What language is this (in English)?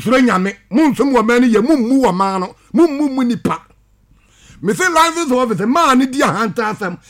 Akan